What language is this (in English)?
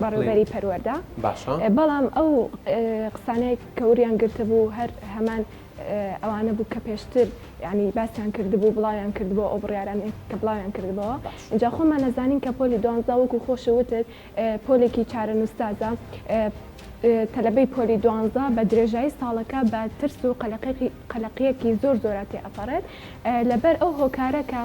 Central Kurdish